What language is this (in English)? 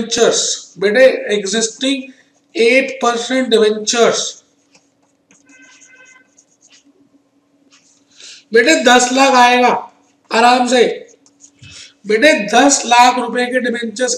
Hindi